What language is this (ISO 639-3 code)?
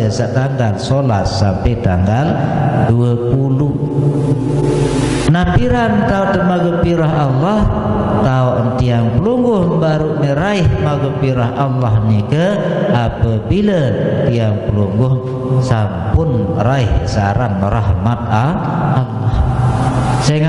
sas